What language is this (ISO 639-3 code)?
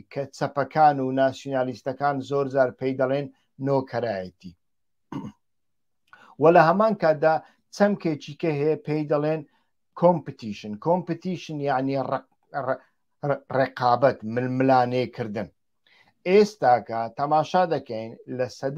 ckb